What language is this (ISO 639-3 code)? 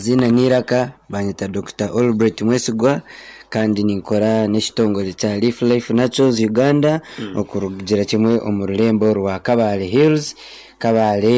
nyn